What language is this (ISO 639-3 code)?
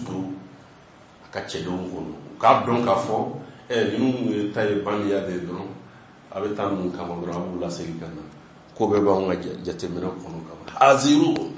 bam